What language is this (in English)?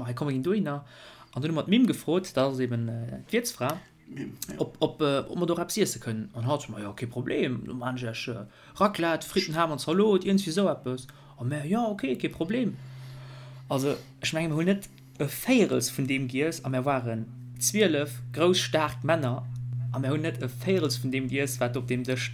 Luxembourgish